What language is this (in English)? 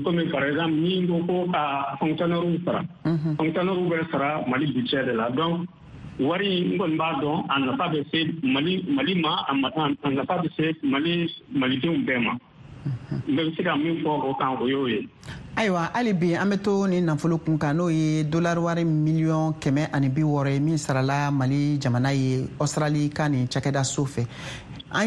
Bambara